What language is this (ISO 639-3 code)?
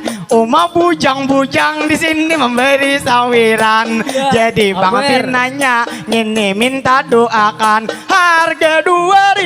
bjn